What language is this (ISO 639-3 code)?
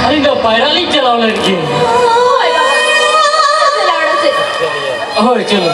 sat